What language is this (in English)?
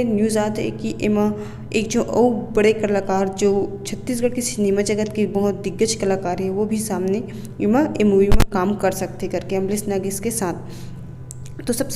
Chhattisgarhi